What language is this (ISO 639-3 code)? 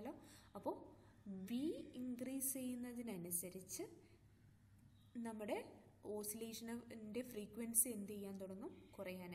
mal